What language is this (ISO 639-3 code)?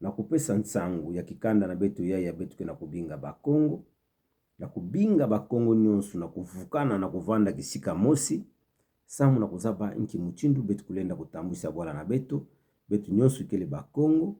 ktu